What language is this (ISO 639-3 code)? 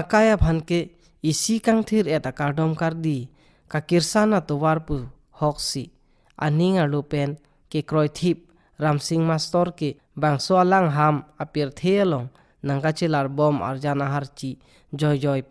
mjw